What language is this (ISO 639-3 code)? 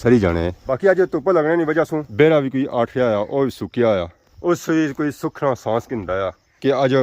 phr